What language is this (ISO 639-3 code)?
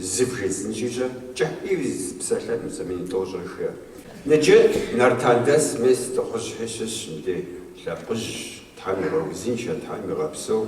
kbd